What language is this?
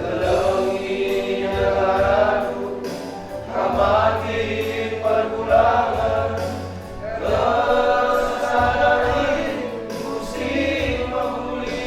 Batak Karo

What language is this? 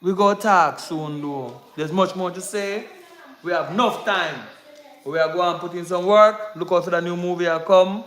Jamaican Creole English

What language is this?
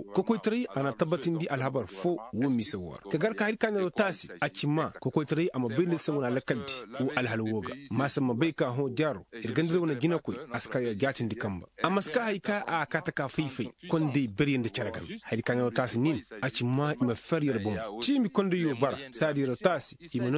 Koyraboro Senni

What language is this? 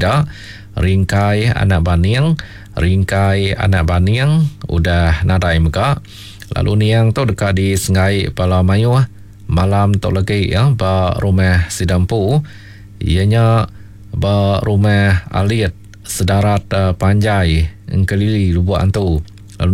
Iban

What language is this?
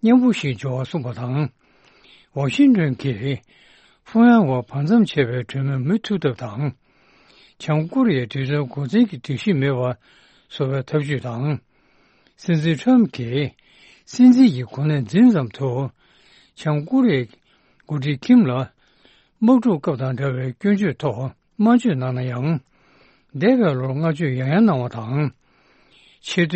Tibetan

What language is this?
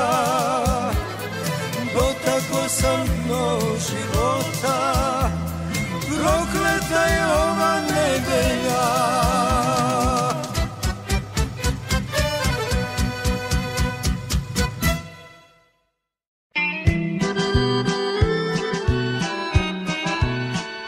Serbian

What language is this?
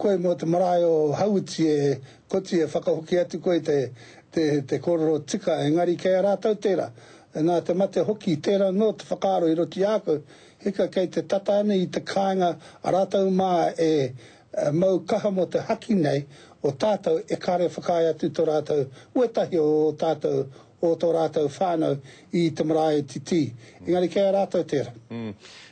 Māori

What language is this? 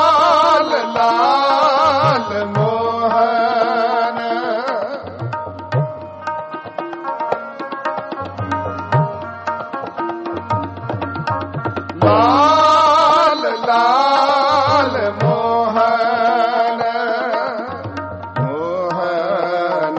Punjabi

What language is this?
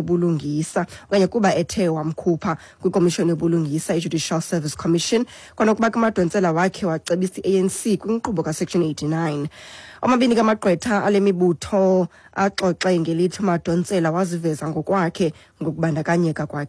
Xhosa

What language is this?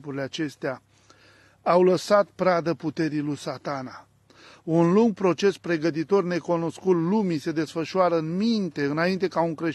Romanian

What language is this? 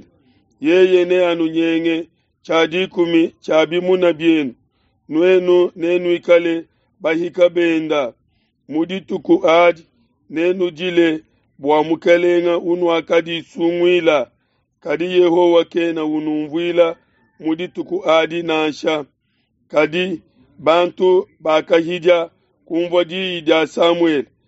Luba-Lulua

